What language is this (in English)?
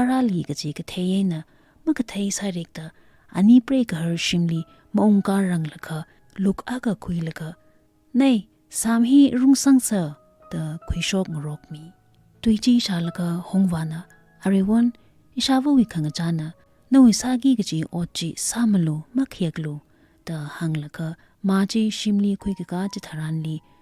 Tangkhul Naga (India)